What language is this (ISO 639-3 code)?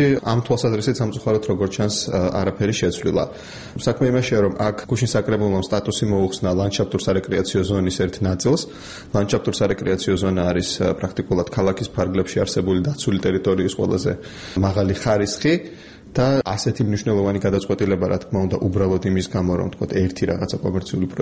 kat